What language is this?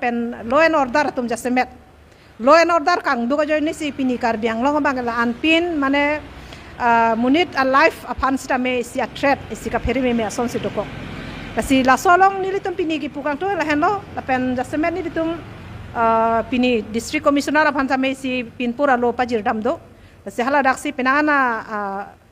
Karbi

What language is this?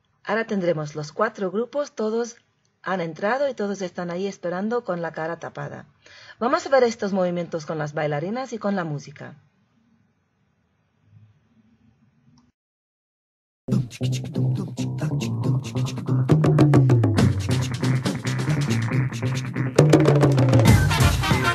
Spanish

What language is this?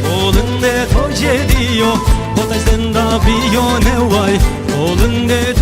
Zaza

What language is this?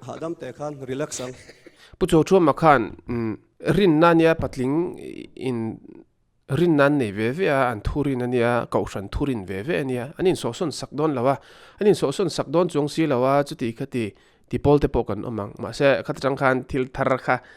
Mizo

